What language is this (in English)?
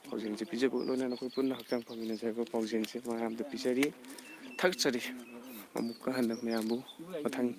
Manipuri